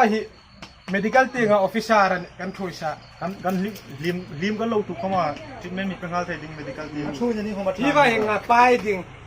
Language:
Hmar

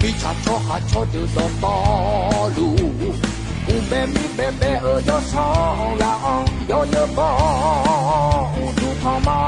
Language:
Akha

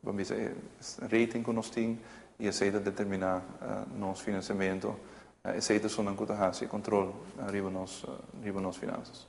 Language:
Papiamento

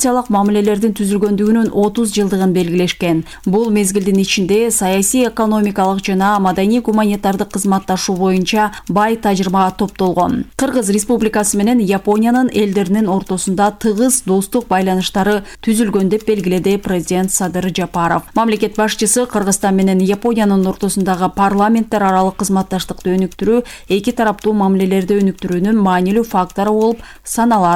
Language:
Kyrgyz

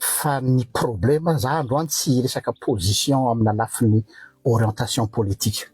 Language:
Malagasy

